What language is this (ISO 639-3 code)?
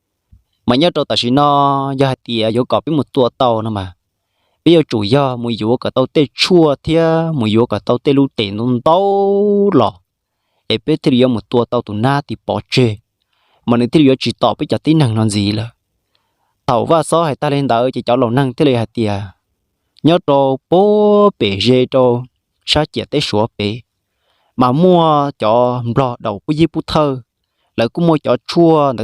hmn